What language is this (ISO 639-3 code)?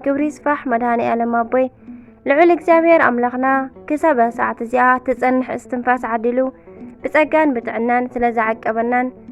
tir